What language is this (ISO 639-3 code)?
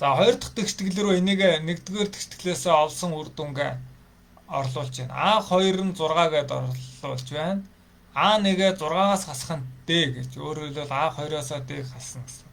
mon